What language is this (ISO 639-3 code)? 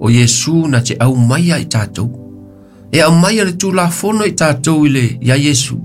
smo